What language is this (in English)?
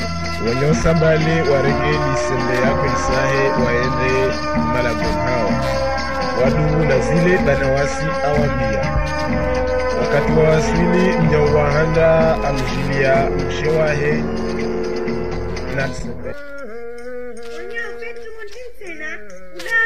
Swahili